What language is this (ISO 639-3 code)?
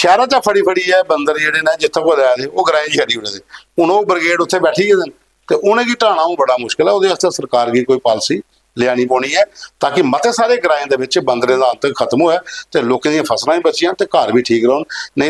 doi